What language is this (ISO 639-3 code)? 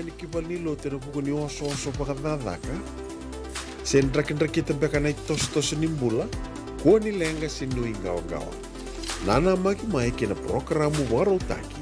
fij